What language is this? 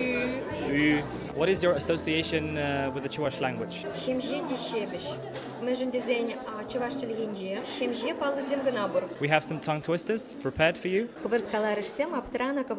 Tatar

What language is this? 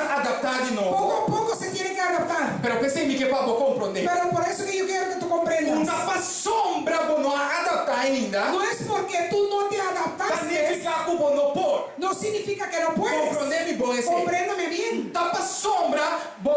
Papiamento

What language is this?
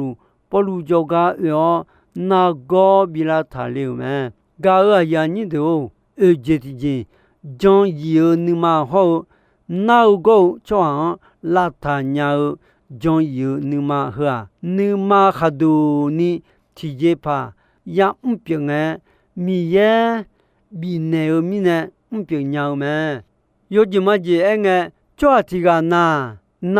Akha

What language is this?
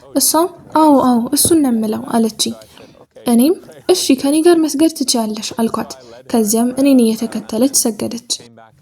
Amharic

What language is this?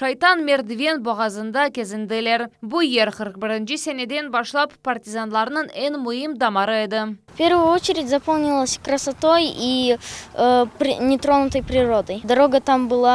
Crimean Tatar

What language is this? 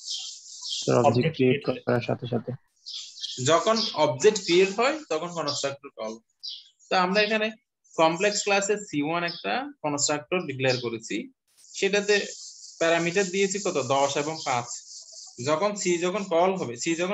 Bangla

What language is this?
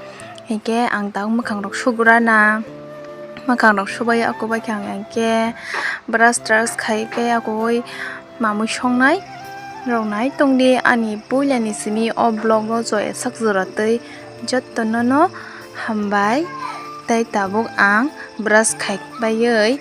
Kok Borok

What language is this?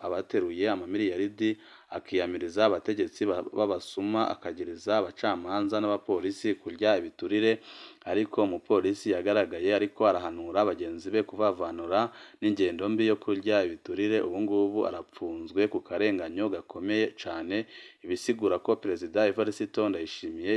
Rundi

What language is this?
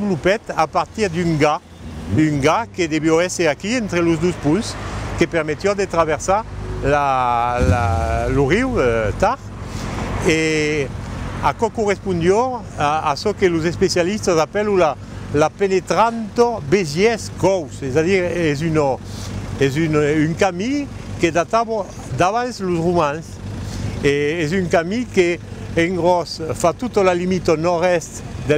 Occitan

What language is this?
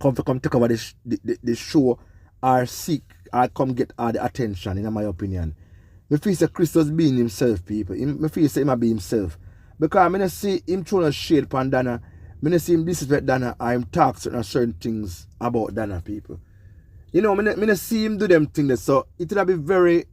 Jamaican Creole English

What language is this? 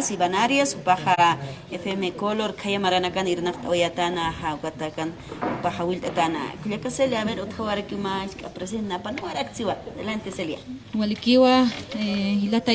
Aymara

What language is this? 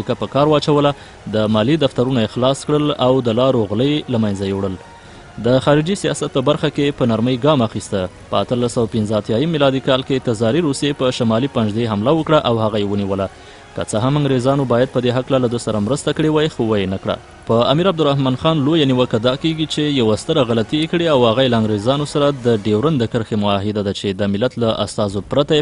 Pashto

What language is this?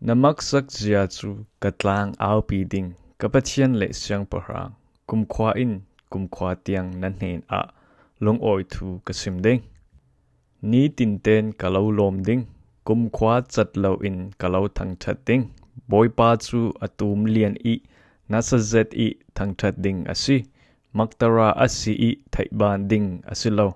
Falam Chin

